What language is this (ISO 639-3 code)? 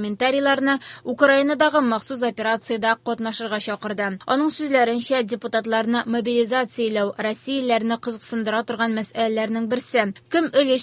tat